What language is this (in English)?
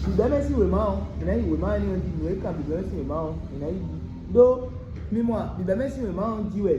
Fon